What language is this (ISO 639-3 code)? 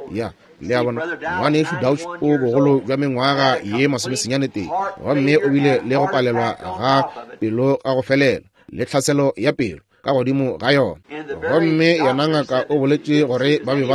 nso